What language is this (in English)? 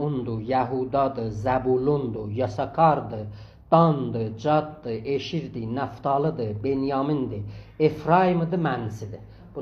South Azerbaijani